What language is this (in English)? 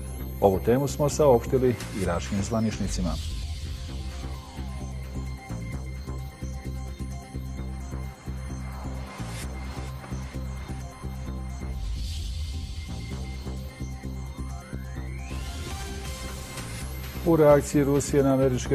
Bosnian